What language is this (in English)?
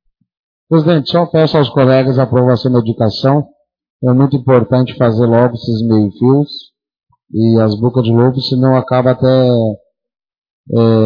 Portuguese